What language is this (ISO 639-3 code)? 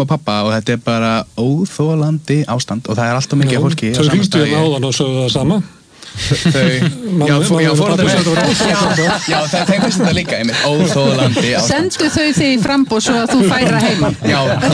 isl